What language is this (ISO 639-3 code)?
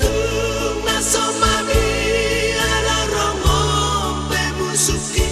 bbc